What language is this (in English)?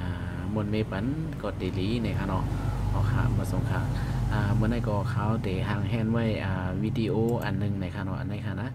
Shan